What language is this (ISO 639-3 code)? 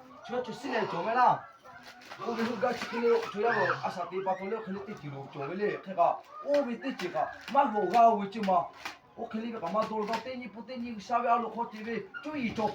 lhu